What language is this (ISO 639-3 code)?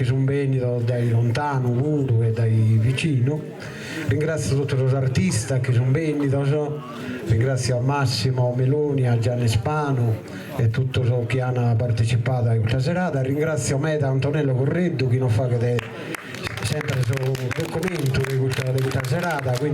srd